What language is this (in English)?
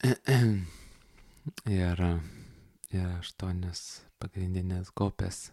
Lithuanian